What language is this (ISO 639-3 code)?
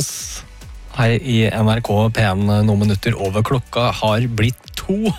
nor